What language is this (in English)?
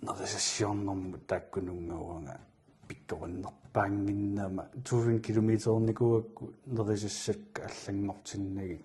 Kalaallisut